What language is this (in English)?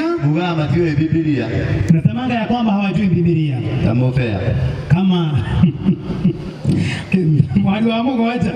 Kikuyu